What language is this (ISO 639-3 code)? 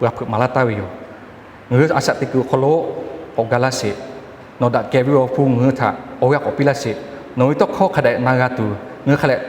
lhu